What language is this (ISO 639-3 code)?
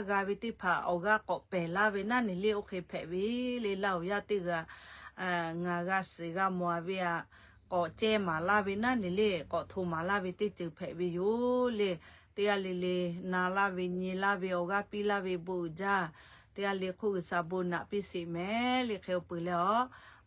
lhu